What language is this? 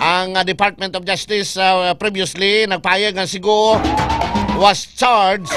Hiligaynon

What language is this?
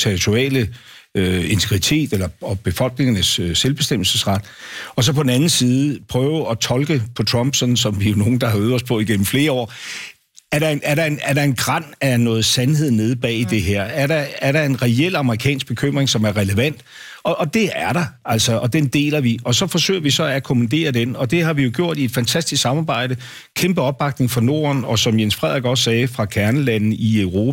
Danish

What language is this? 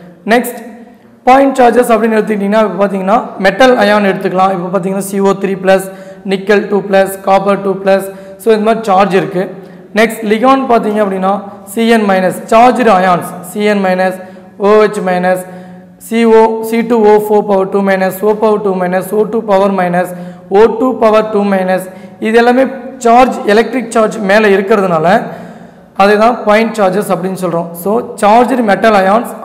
Tamil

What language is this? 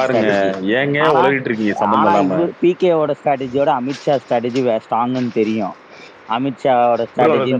Tamil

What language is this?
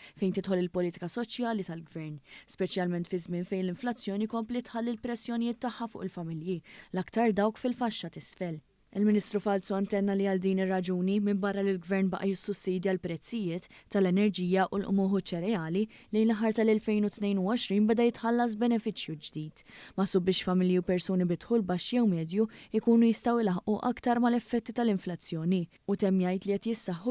Maltese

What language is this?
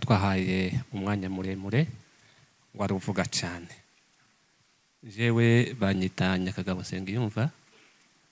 Kinyarwanda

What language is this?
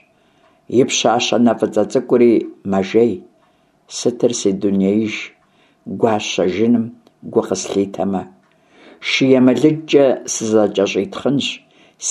Kabardian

